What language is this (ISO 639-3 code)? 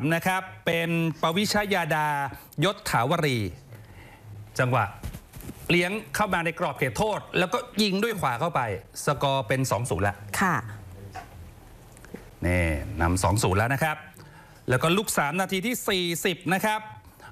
tha